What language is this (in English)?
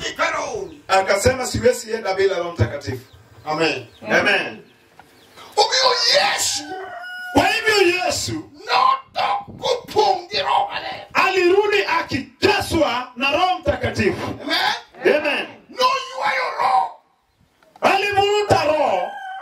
Luo (Kenya and Tanzania)